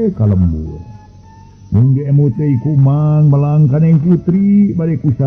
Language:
Sundanese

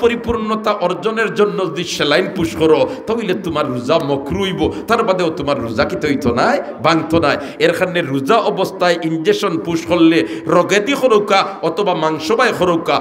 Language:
Sylheti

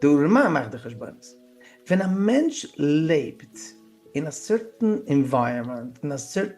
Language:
Yiddish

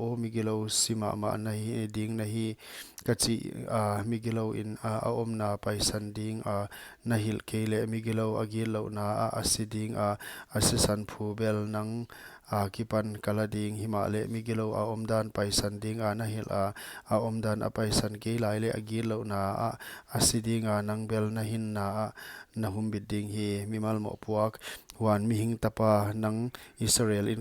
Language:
Paite Chin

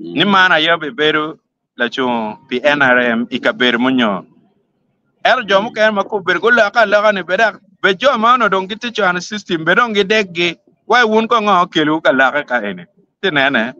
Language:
Acoli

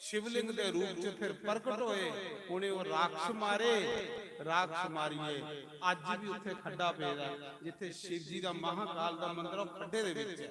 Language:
Dogri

